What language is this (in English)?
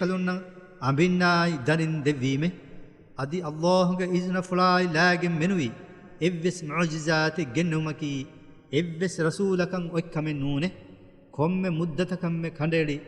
Divehi